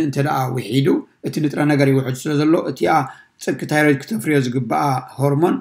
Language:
Tigrinya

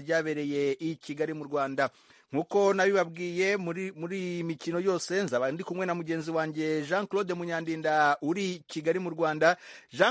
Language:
Kinyarwanda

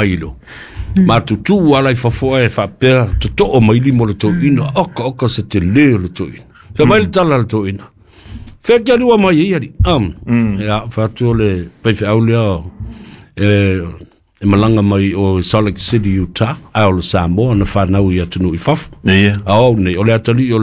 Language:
Samoan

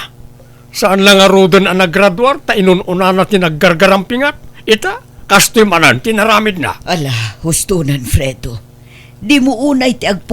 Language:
Iloko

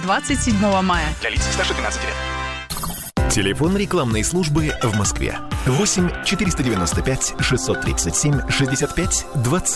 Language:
Russian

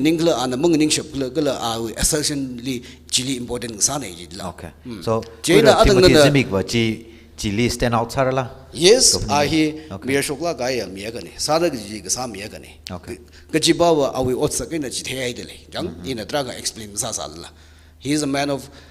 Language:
Tangkhul Naga (India)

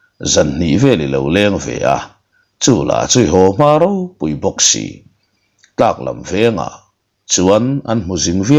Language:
Mizo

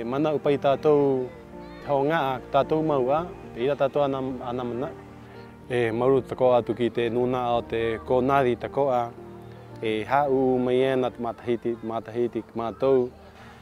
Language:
Rapanui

